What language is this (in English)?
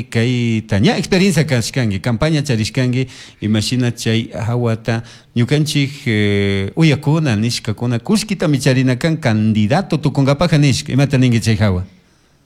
Chimborazo Highland Quichua